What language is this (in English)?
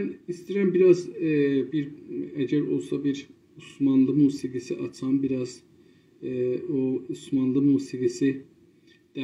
South Azerbaijani